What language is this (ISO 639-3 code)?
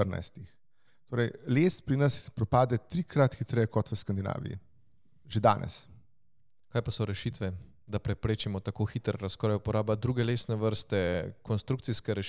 slv